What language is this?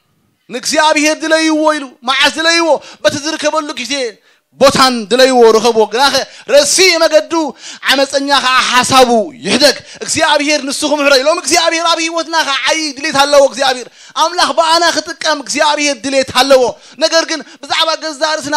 Tigrinya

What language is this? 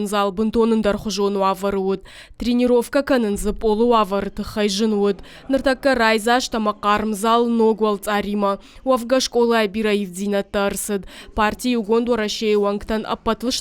Ossetic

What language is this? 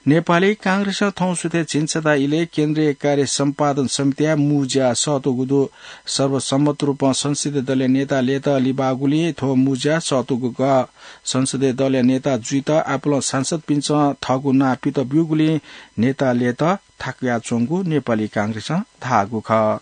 Newari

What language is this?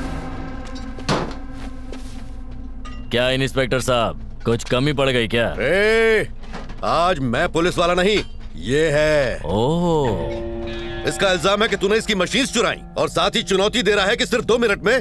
Hindi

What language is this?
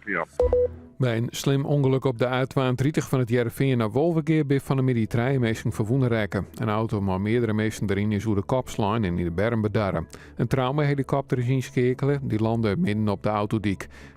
Western Frisian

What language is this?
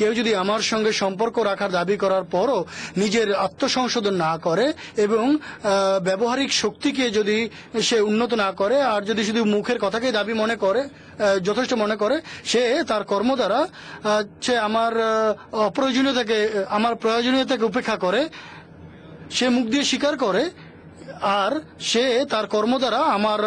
Bangla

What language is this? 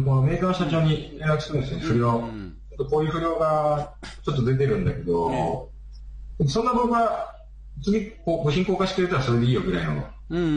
Japanese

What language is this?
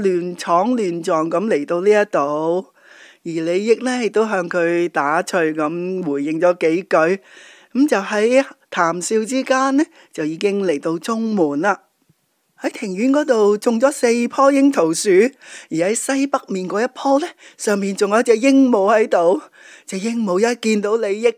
Cantonese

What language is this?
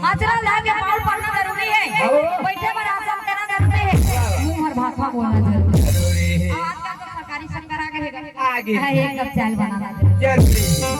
Chhattisgarhi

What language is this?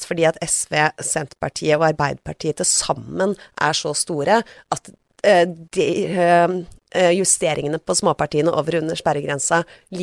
Norwegian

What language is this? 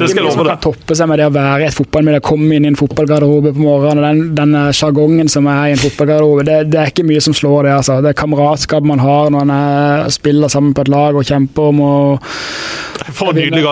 Norwegian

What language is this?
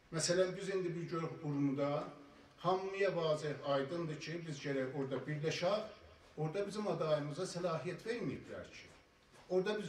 South Azerbaijani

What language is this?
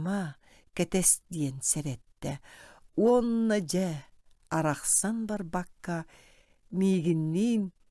Yakut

